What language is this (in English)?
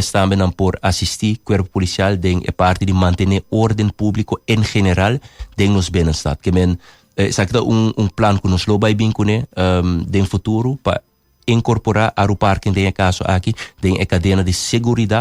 Papiamento